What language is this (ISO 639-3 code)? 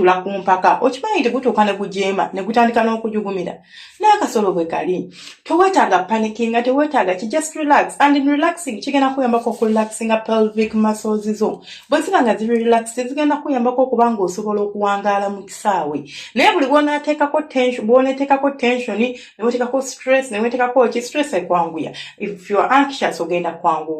lug